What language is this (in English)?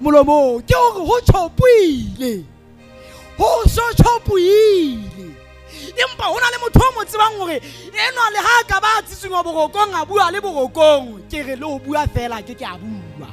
Southern Sotho